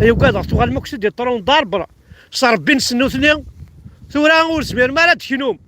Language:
Kabyle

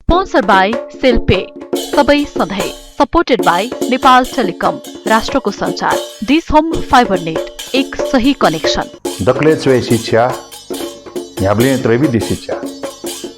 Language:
Newari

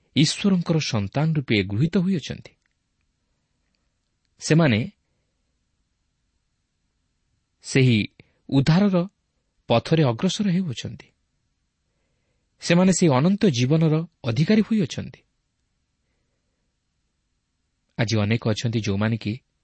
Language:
Odia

